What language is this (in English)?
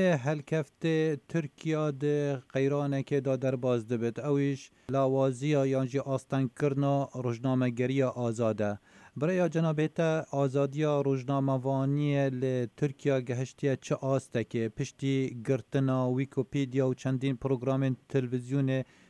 Kurdish